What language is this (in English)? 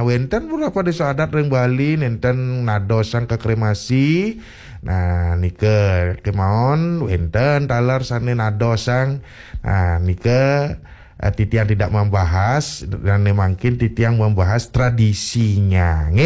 Balinese